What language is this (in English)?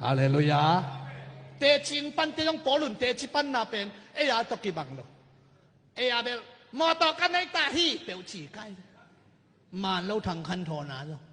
Tedim Chin